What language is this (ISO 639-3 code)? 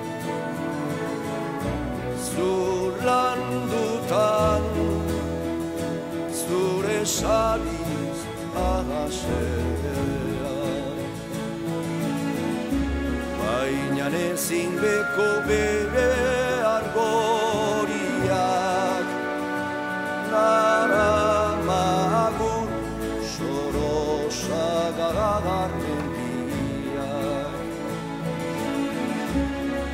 eus